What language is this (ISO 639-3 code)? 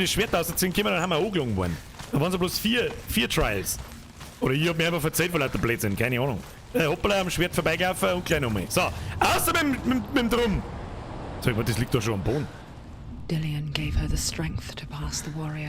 bar